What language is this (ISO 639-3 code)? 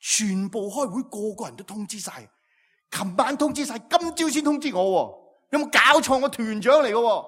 yue